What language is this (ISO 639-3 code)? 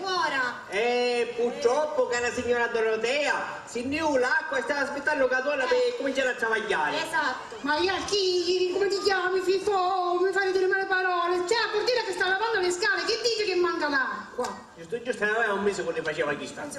scn